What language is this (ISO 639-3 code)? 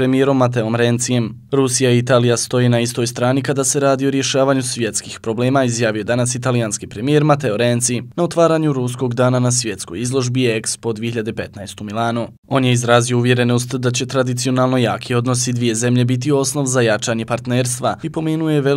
bos